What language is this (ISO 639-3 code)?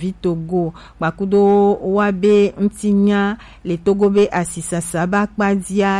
gej